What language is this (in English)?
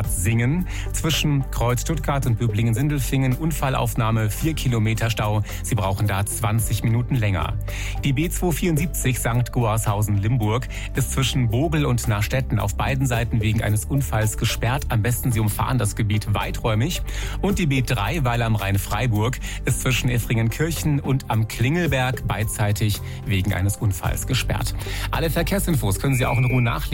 German